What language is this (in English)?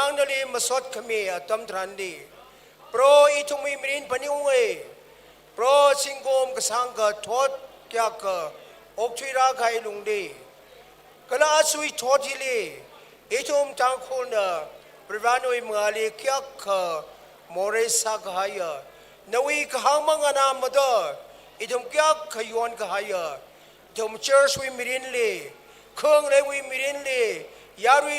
Tangkhul Naga (India)